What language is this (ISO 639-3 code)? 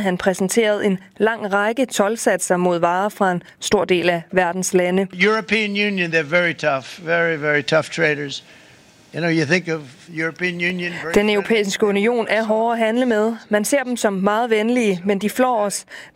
dan